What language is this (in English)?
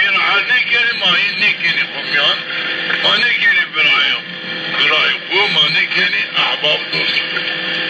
Zaza